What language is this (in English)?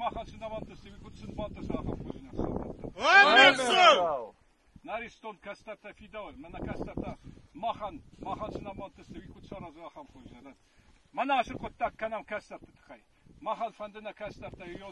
Ossetic